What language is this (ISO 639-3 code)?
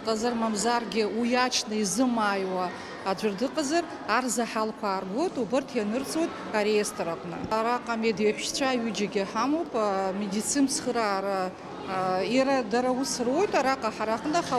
abk